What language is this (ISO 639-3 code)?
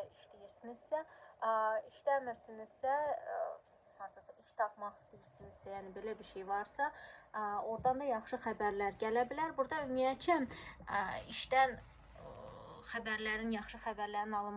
aze